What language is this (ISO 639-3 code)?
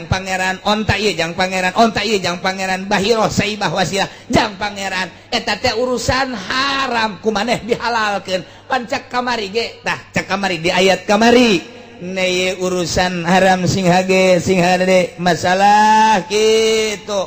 sun